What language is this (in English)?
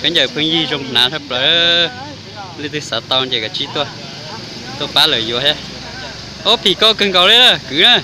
Hmong